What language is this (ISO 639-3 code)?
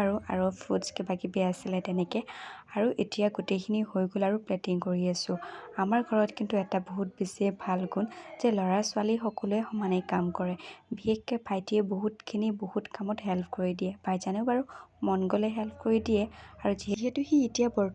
asm